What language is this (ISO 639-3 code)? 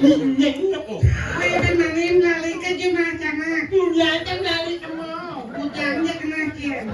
ban